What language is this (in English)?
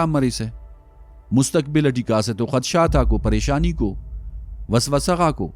Brahui